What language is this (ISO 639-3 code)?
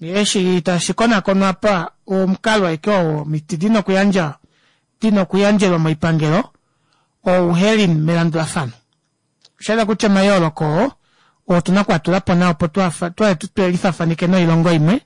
kua